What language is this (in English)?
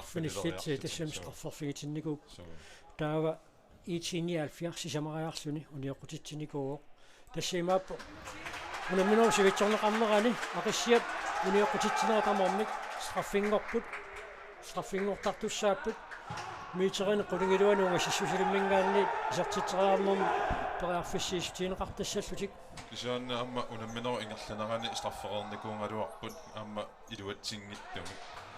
Kalaallisut